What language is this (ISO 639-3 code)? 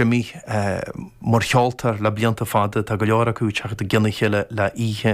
gle